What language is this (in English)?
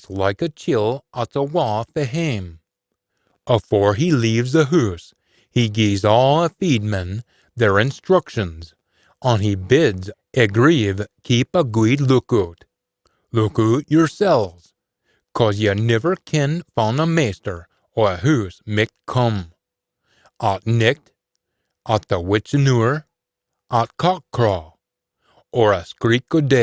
Scots